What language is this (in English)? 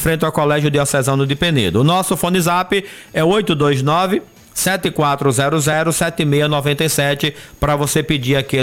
Portuguese